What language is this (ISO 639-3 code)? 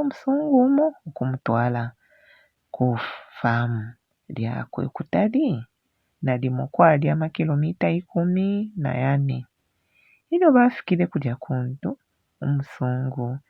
bem